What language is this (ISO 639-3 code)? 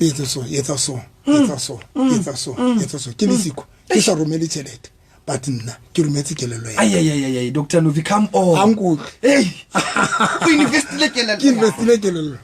sot